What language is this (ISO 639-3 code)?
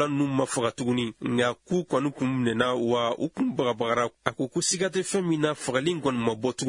bam